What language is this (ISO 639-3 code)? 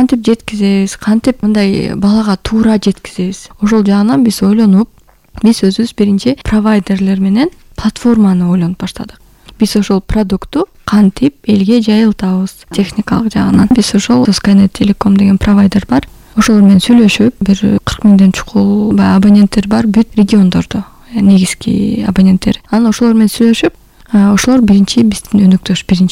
kir